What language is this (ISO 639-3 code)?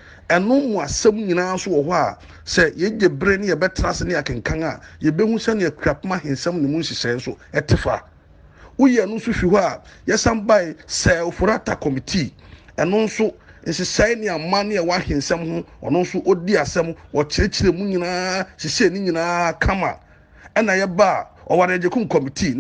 aka